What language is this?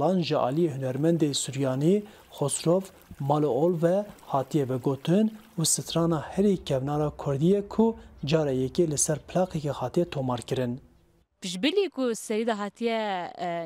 Kurdish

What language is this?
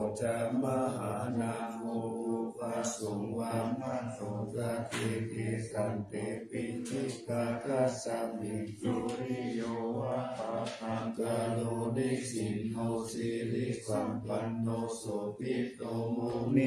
Pali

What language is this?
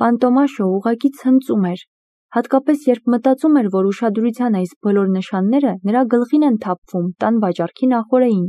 Armenian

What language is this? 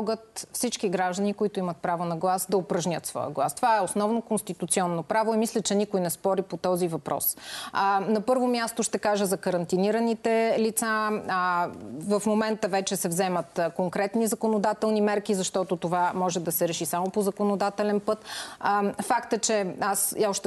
Bulgarian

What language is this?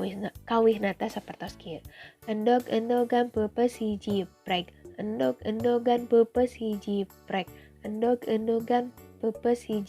Sundanese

